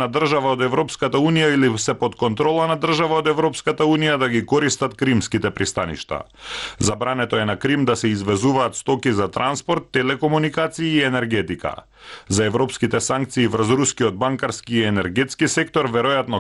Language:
Macedonian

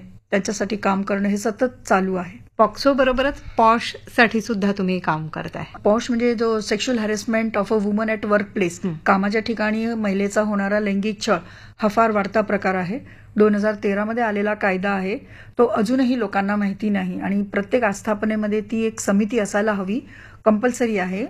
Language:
Marathi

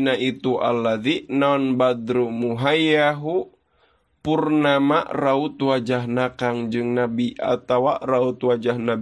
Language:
Sundanese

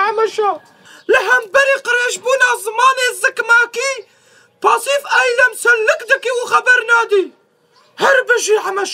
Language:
Kurdish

